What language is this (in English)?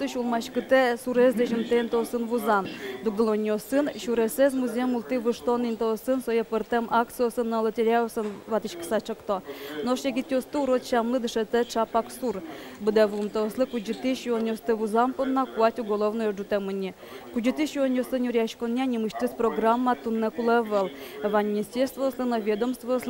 Udmurt